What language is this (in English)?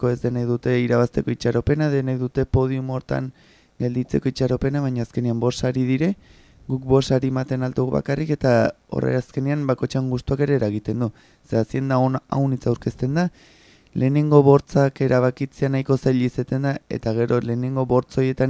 Basque